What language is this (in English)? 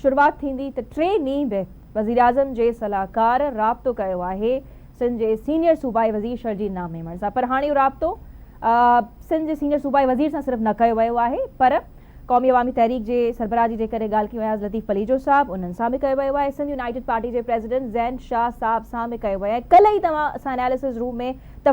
Sindhi